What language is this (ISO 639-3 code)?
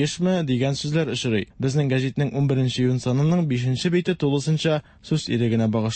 tat